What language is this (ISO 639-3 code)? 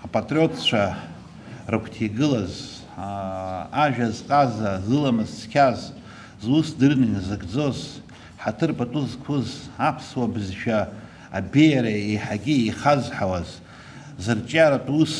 abk